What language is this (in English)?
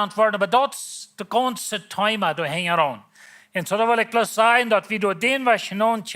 Plautdietsch